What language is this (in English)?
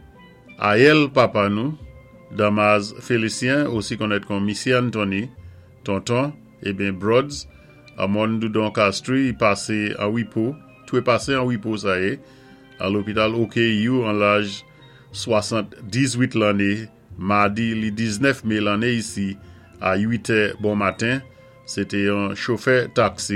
Saint Lucian Creole French